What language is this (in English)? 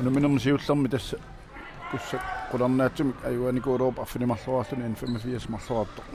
Kalaallisut